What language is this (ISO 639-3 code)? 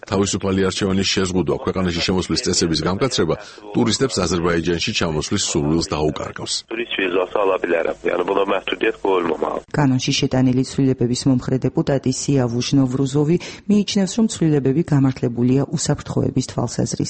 kat